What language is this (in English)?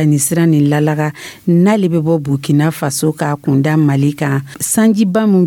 Dyula